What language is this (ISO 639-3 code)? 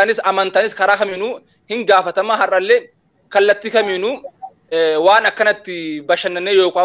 orm